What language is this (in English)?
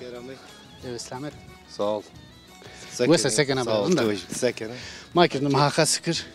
Zaza